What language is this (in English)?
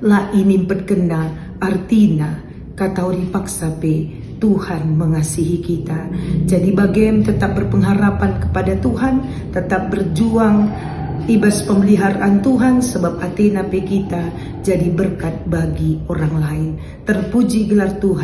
Batak Karo